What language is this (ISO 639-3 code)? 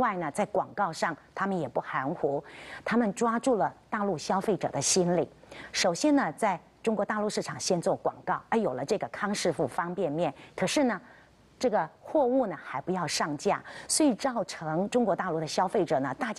zho